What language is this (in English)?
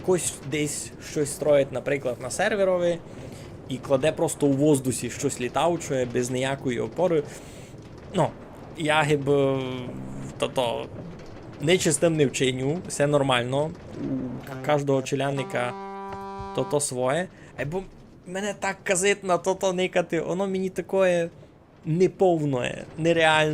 Rusyn